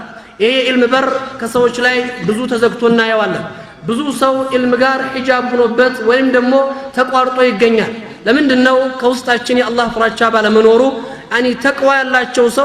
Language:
Amharic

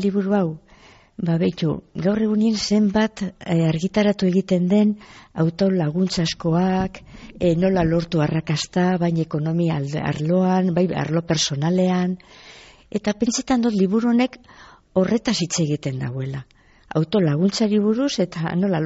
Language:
Basque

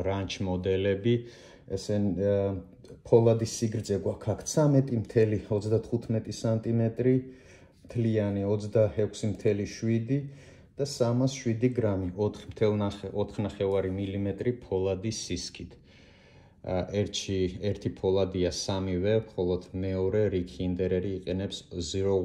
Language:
Georgian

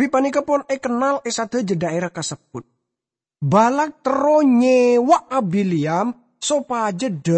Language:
Madurese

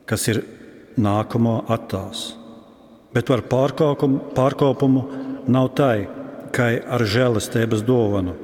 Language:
Latgalian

